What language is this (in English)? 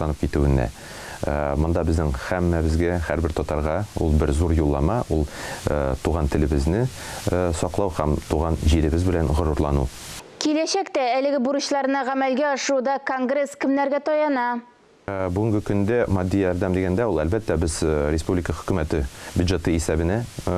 Tatar